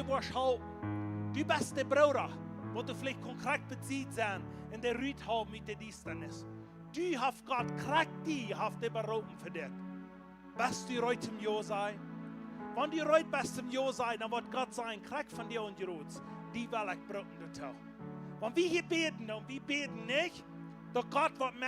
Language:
Plautdietsch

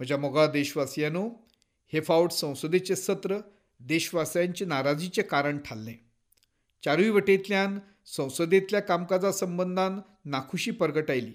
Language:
Konkani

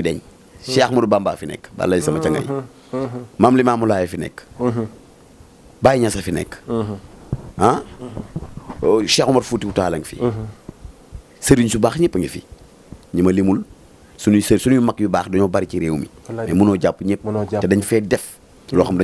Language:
Wolof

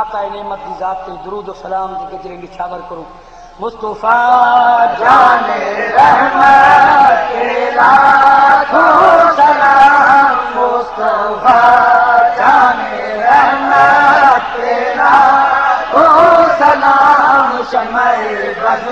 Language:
Saraiki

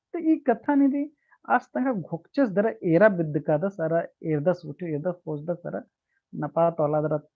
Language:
Kurukh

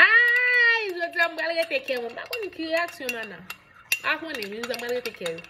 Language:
Haitian Creole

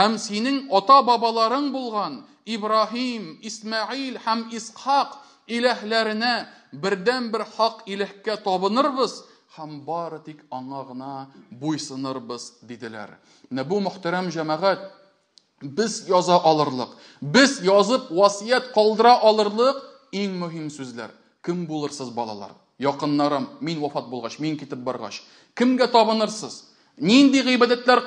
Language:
Tatar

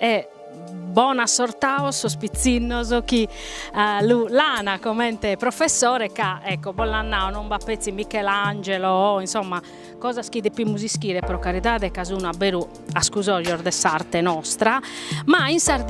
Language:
Sardinian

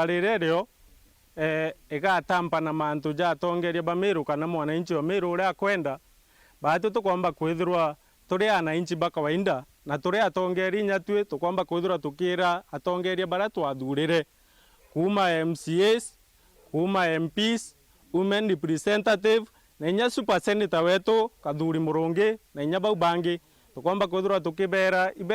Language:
Meru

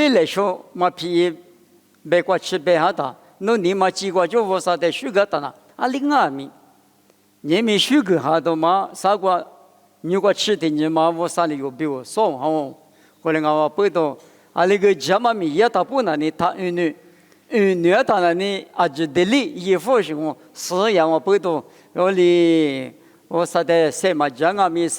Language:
Lisu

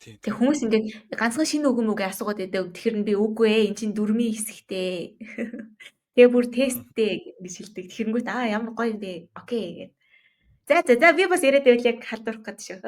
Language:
Mongolian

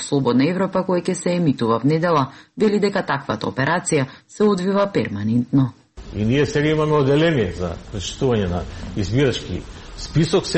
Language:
Macedonian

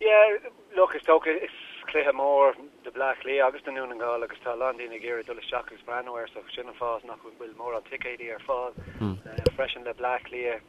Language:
Irish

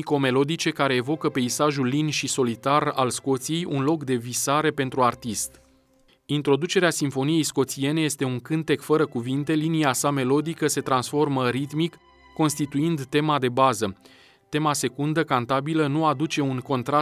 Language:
Romanian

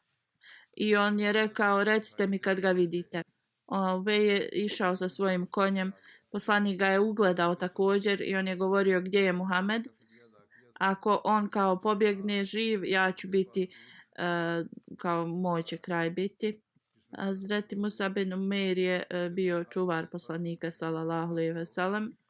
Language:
Bosnian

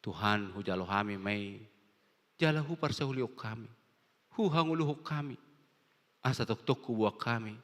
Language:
Batak Toba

